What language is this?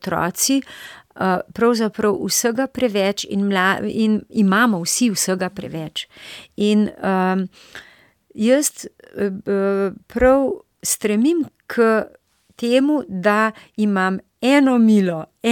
Slovenian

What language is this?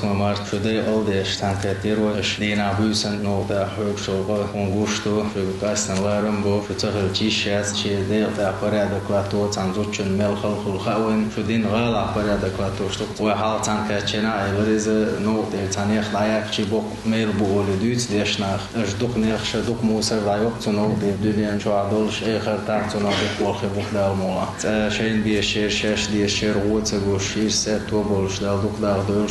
Chechen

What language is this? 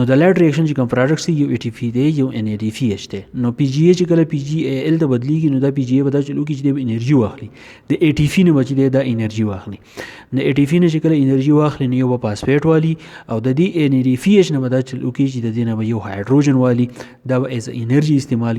Pashto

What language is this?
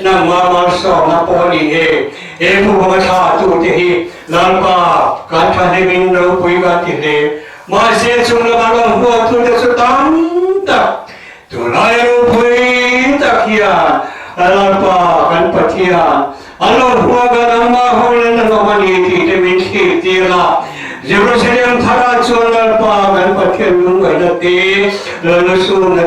Mizo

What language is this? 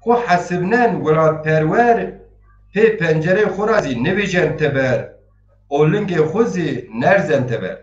Zaza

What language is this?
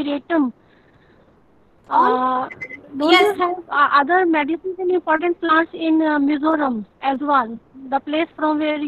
English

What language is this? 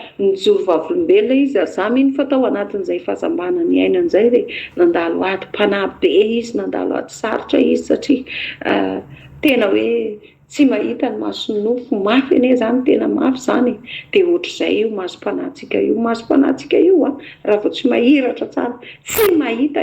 Malagasy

